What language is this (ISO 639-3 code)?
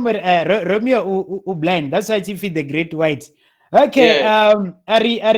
ven